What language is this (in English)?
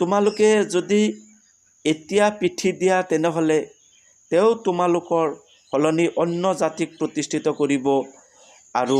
Assamese